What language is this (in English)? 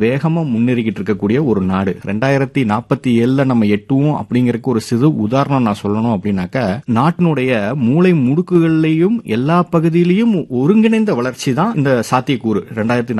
Tamil